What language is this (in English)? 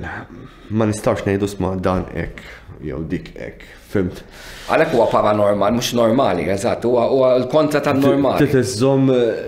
Maltese